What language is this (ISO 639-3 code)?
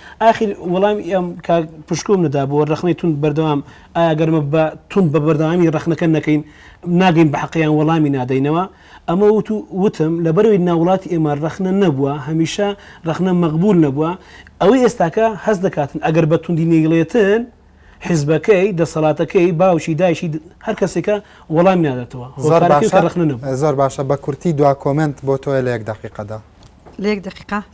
ckb